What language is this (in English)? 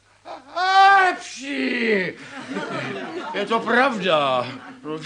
Czech